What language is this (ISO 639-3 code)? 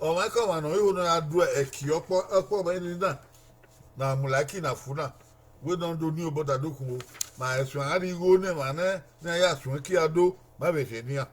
bin